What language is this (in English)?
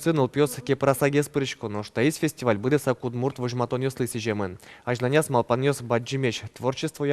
Udmurt